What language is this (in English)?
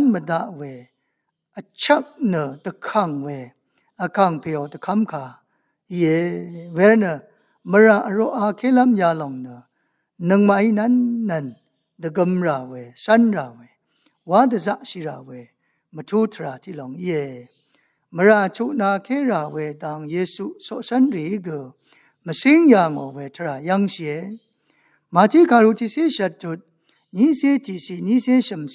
Rawang